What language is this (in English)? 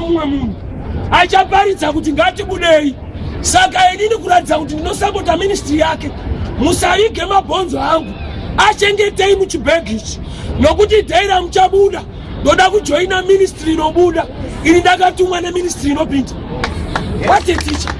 Shona